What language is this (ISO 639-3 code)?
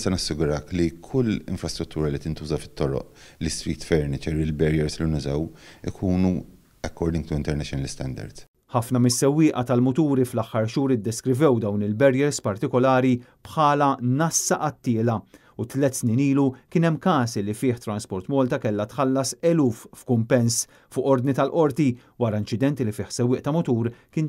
mlt